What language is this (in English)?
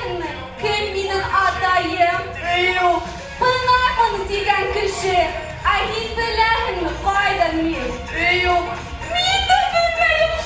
Bashkir